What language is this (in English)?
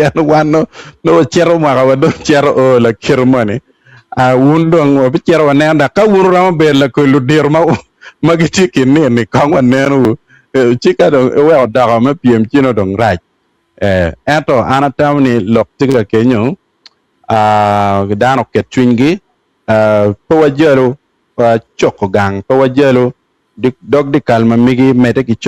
Acoli